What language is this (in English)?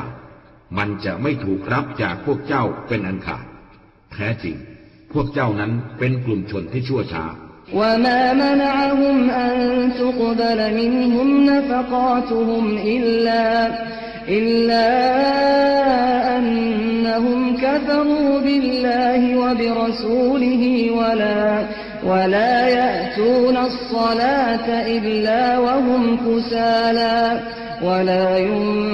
Thai